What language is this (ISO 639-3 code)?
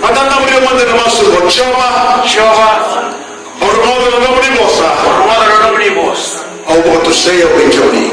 fij